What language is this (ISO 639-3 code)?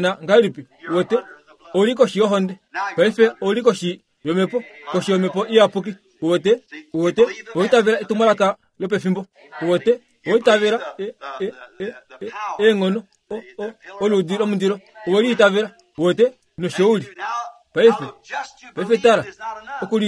kua